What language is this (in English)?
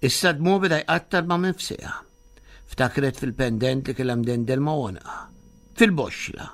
Maltese